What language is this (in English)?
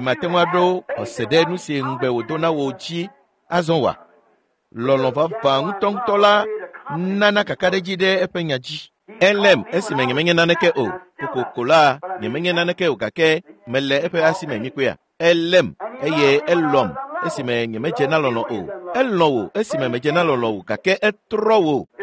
Ewe